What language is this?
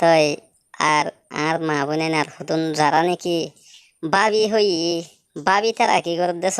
Rohingya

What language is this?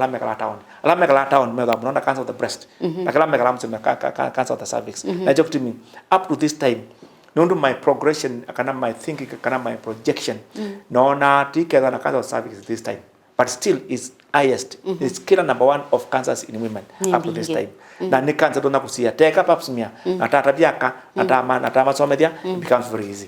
Kamba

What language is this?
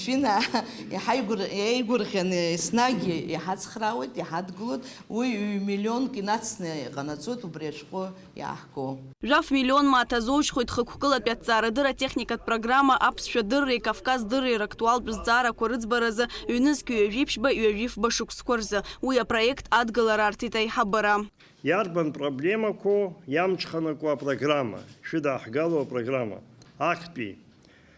Abkhazian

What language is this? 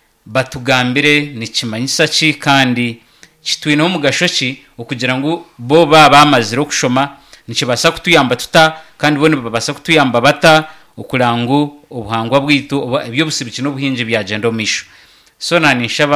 Nyankole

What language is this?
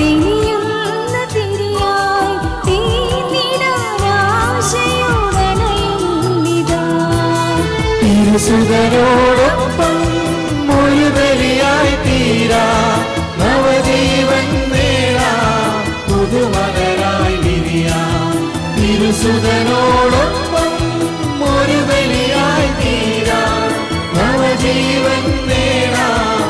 Malayalam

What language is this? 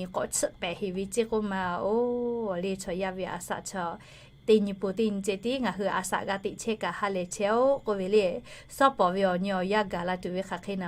Lahu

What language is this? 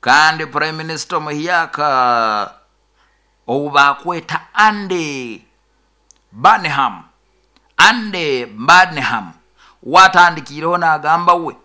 Nyoro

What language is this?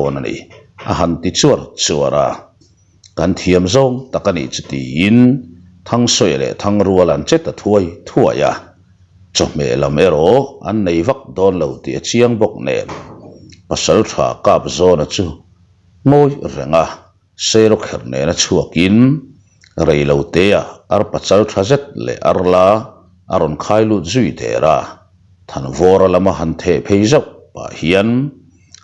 Mizo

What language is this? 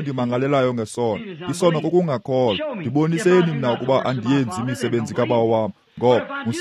Xhosa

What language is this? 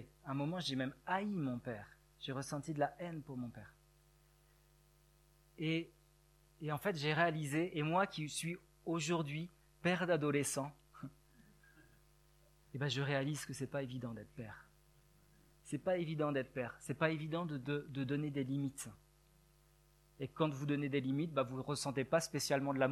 French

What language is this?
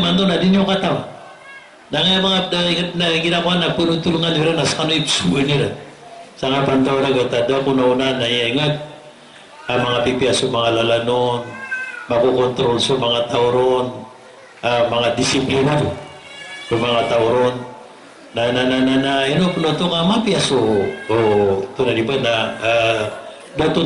Maranao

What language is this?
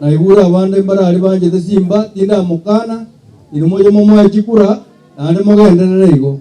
Gusii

